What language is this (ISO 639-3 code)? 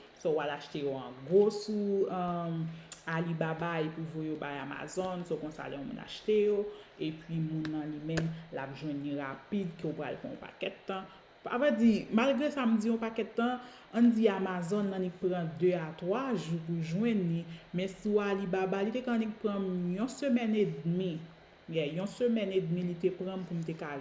hat